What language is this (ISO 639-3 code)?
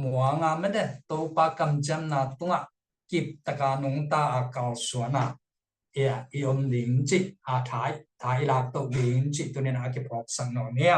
ctd